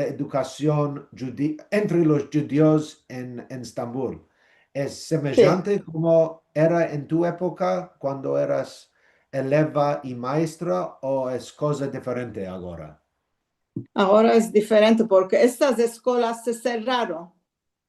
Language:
Ladino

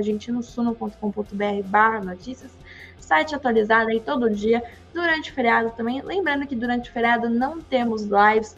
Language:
Portuguese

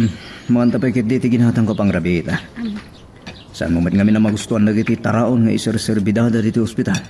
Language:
Iloko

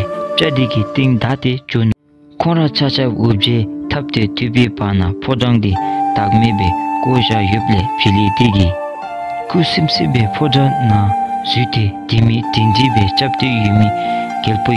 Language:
Dzongkha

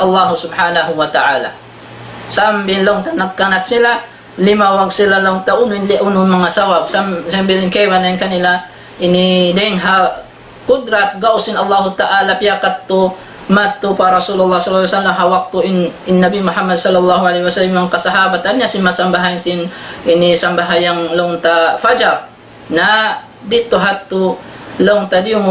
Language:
Tausug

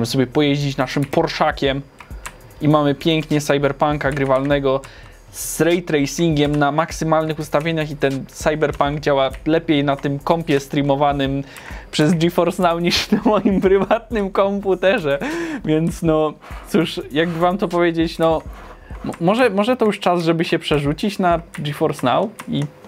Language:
Polish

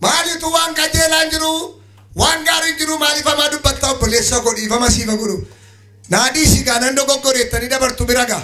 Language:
Oromo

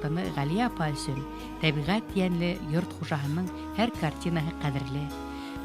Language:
Bashkir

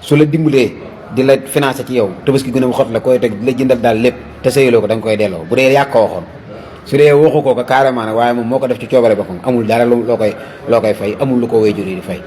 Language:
Wolof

